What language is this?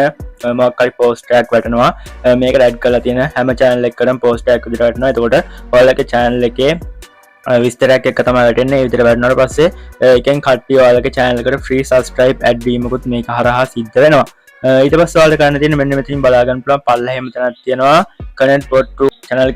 Sinhala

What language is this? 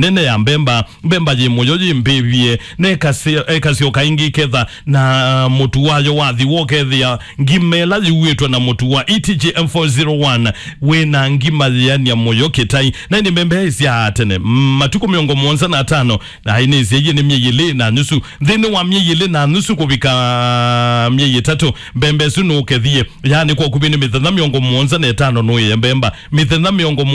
Kamba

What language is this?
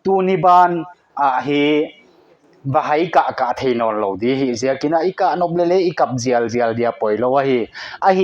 Paite Chin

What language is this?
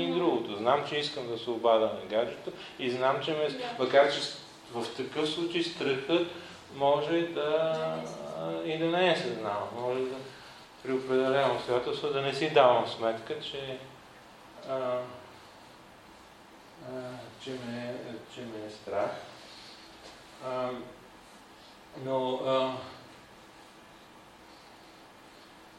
Bulgarian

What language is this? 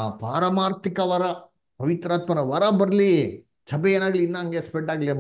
Kannada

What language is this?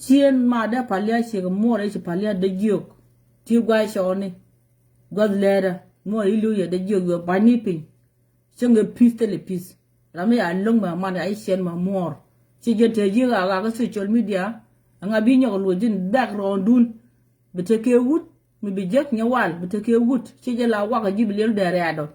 Nuer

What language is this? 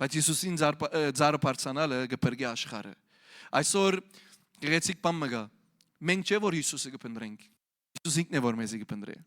Western Armenian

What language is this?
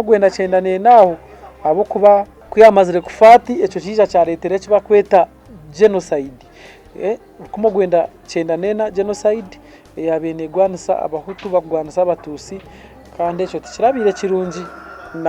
Nyankole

